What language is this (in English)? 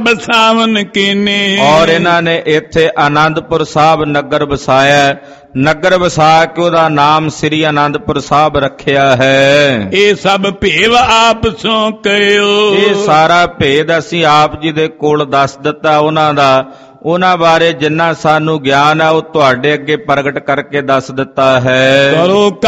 Punjabi